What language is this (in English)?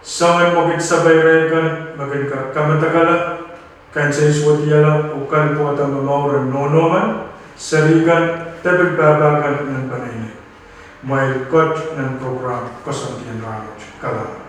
Pohnpeian